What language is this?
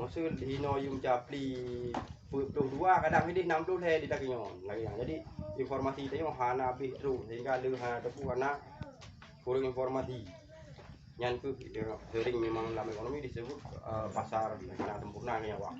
Achinese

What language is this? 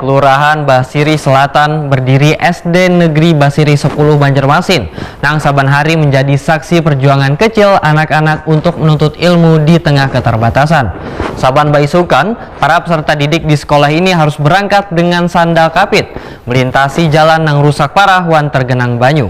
Banjar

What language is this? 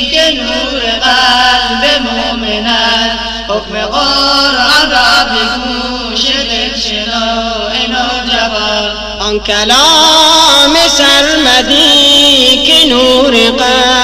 Persian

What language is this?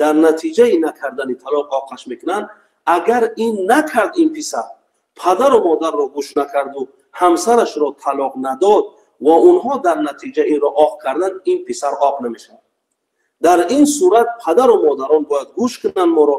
Tajik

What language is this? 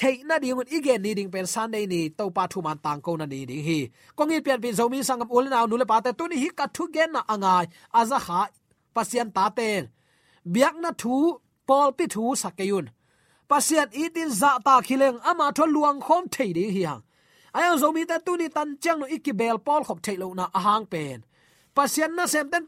Tedim Chin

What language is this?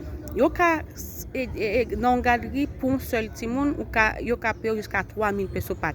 Haitian Creole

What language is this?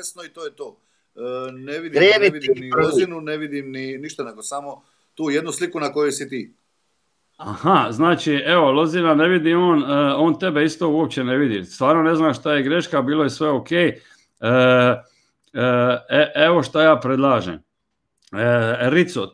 Croatian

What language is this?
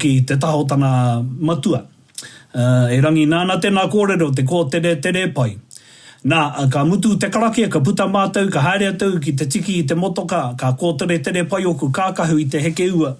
Māori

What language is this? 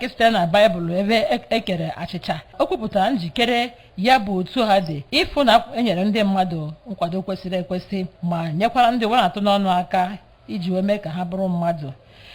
Igbo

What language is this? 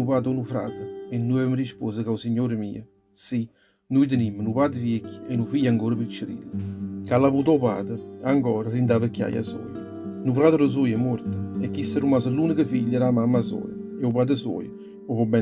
Neapolitan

